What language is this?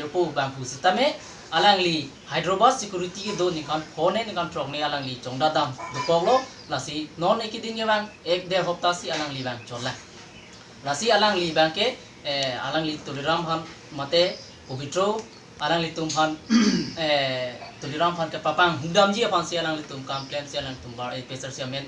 Karbi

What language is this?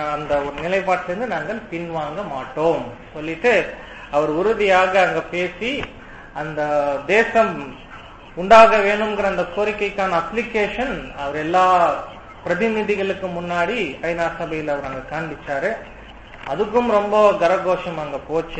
Tamil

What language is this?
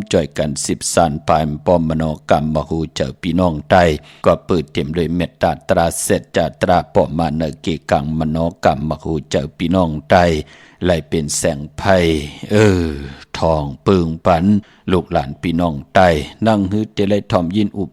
Shan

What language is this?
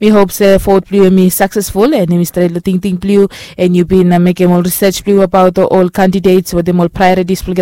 Bislama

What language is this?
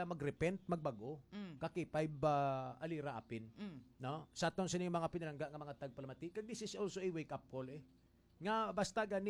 Hiligaynon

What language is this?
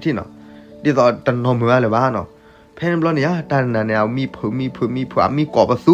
S'gaw Karen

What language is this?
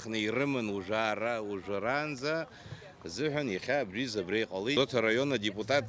Abkhazian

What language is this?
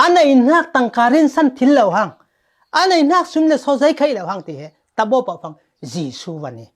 Falam Chin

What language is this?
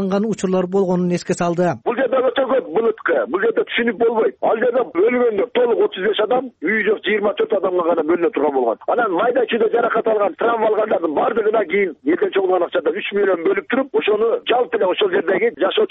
Kyrgyz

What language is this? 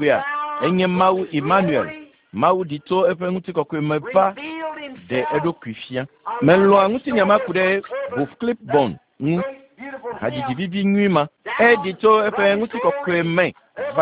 Ewe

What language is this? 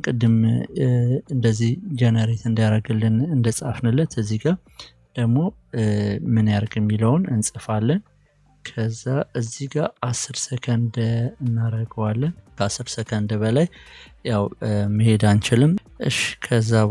Amharic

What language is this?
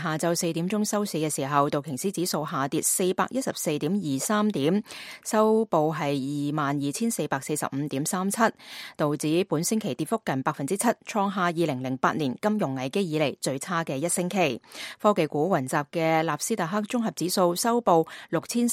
Cantonese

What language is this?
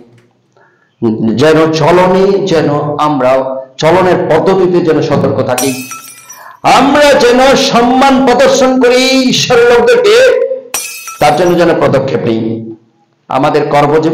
Bangla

